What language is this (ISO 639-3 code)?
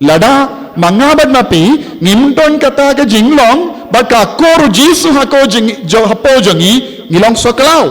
kha